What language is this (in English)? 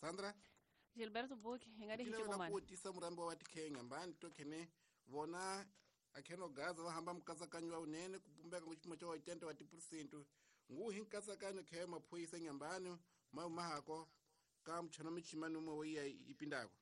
Tsonga